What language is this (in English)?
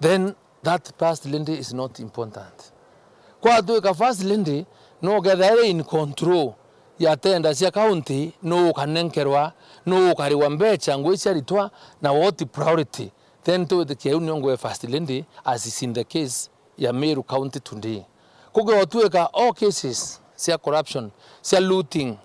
Meru